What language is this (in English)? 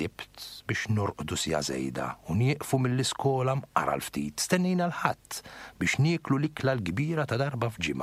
Maltese